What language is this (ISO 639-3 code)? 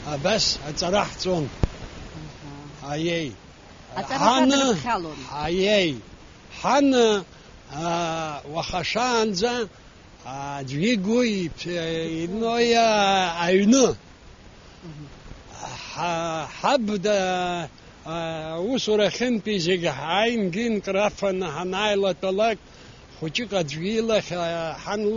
abk